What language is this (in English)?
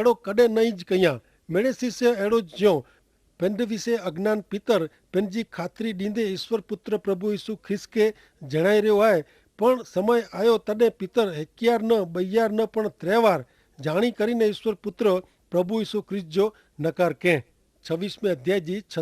Kachhi